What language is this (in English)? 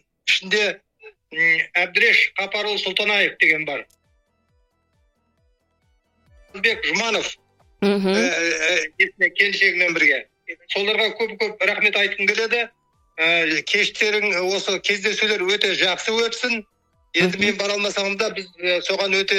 Kazakh